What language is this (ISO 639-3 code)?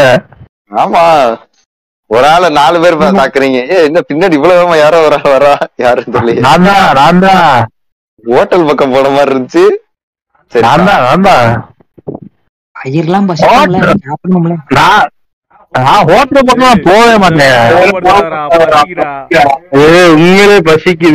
tam